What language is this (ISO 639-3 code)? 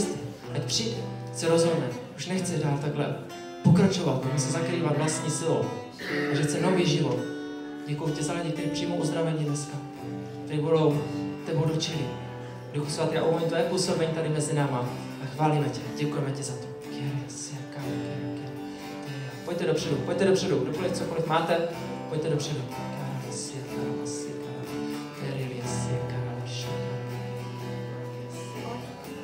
ces